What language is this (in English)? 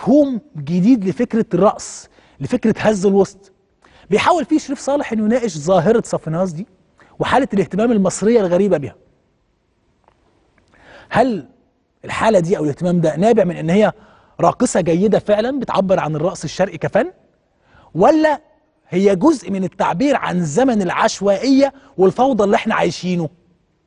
Egyptian Arabic